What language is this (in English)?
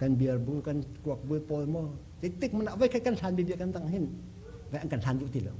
Hakha Chin